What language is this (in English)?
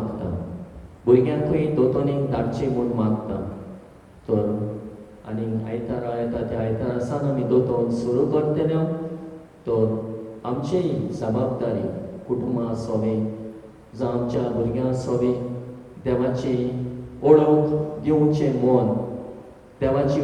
Konkani